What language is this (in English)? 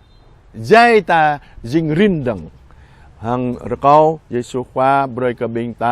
Jarai